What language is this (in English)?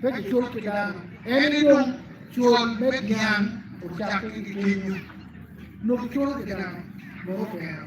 Acoli